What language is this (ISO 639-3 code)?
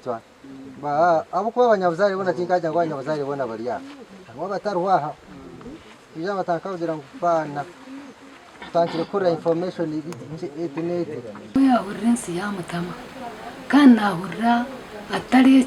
nyn